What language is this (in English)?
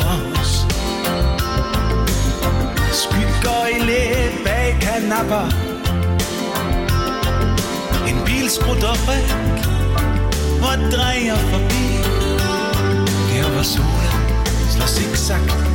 Danish